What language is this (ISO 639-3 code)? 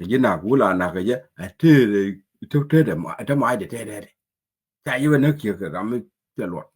nus